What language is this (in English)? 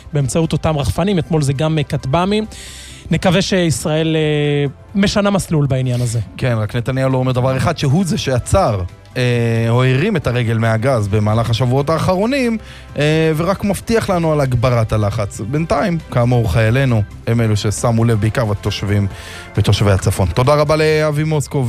Hebrew